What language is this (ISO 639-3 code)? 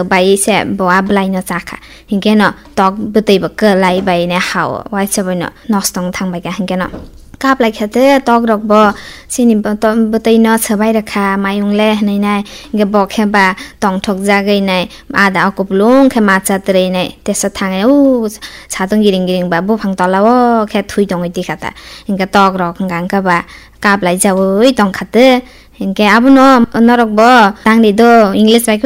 trp